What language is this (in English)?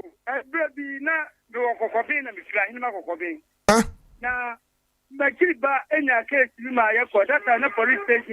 Akan